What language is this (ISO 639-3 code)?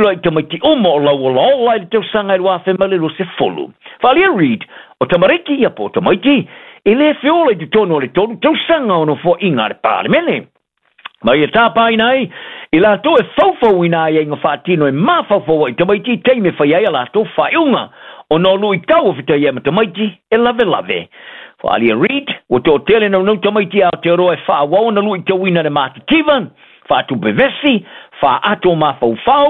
smo